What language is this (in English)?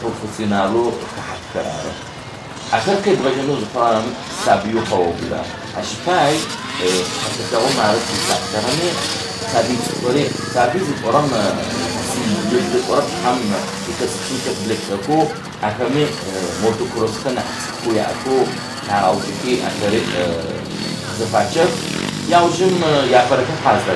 Adyghe